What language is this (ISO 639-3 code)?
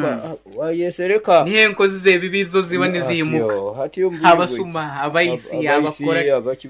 nyo